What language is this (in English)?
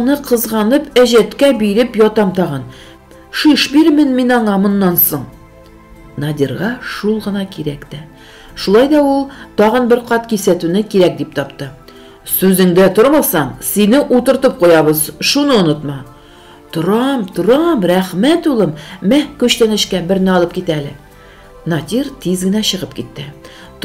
Tatar